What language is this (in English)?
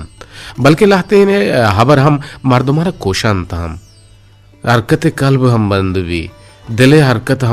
Eastern Balochi